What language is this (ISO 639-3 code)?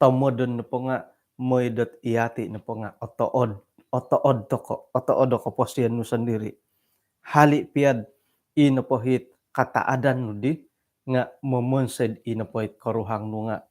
dtp